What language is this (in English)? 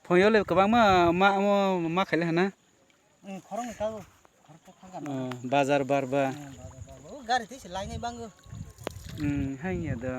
Kok Borok